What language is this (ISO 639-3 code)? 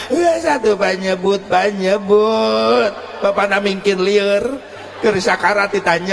sun